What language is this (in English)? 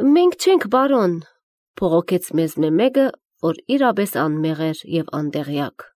Armenian